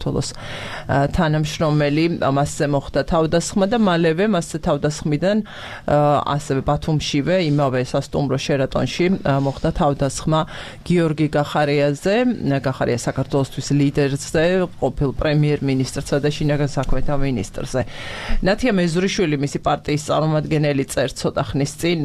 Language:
Georgian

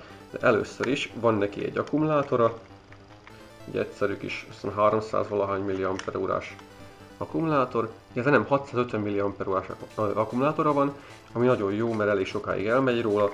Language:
Hungarian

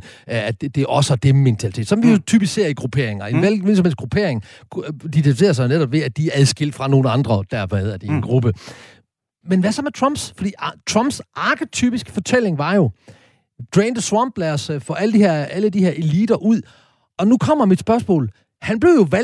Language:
Danish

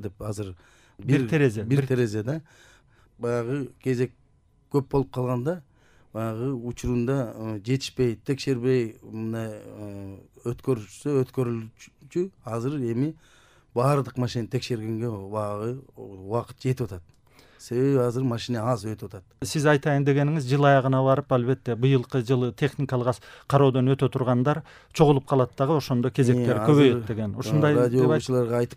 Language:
Kyrgyz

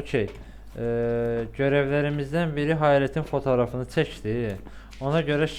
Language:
Azerbaijani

